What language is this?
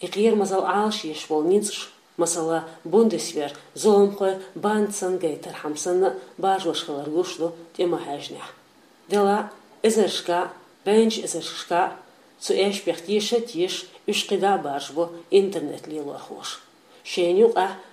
Chechen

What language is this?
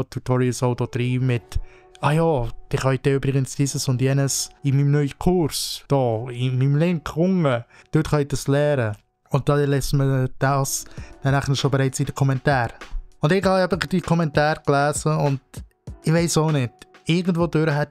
Swiss German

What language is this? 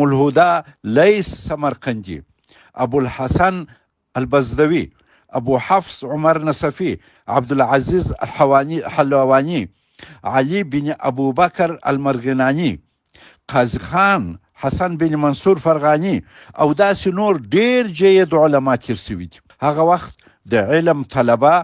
Pashto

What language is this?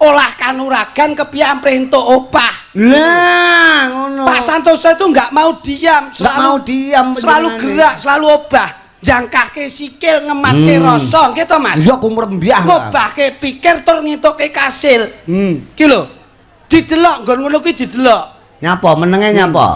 Javanese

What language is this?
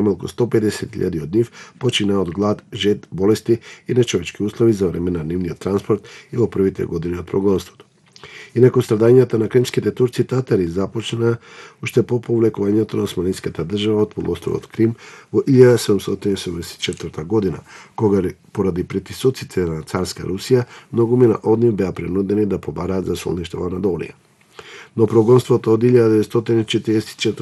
Macedonian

